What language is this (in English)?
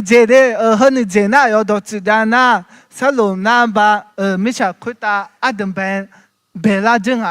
Akha